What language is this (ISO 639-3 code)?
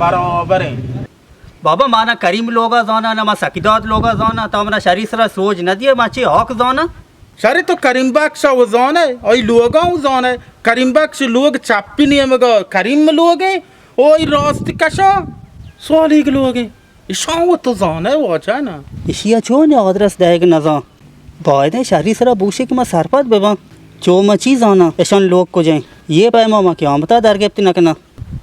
bal